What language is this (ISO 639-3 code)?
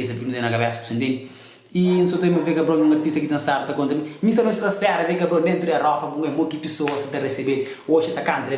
kea